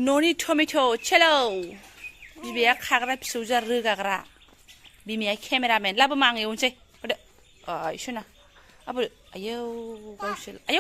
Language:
Bodo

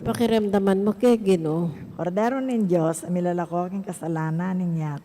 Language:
Pampanga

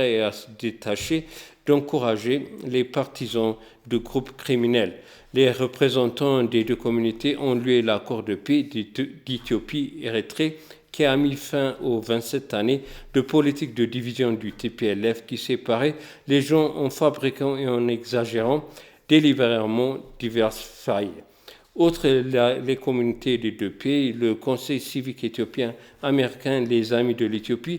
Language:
French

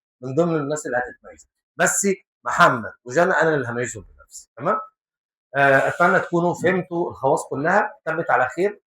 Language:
Egyptian Arabic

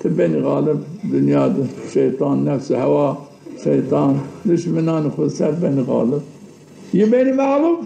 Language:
Zaza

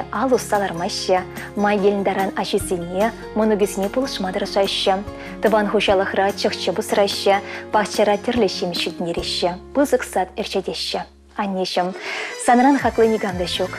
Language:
Chuvash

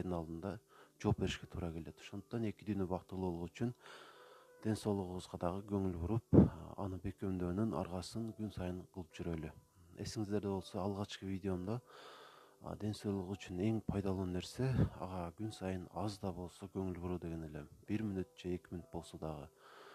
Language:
Kyrgyz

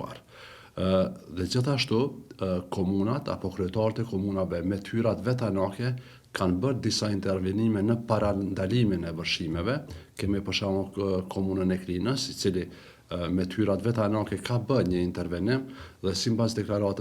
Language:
Albanian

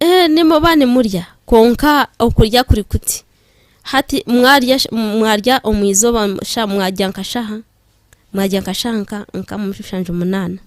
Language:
Nyankole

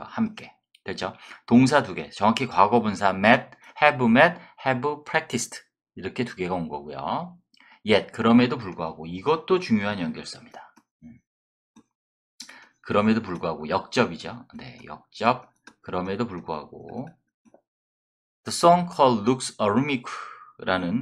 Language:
Korean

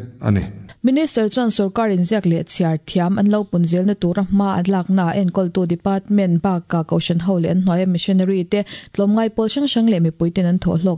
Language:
Mizo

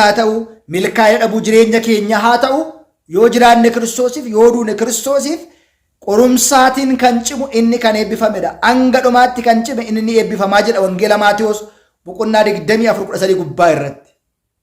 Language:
Oromo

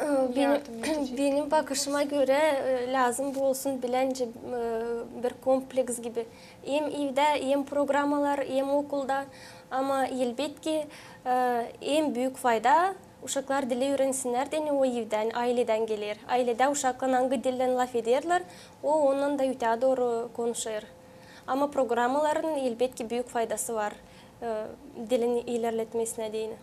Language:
Gagauz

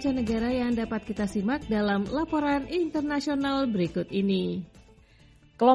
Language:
Indonesian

